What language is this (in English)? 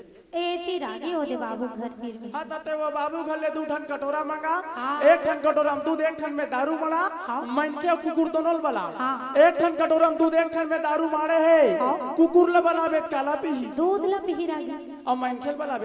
Chhattisgarhi